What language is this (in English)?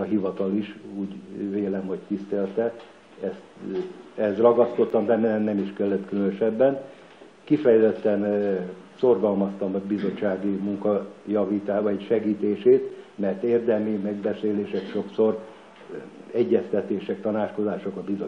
Hungarian